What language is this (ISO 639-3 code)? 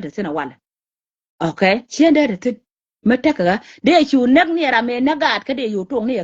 nus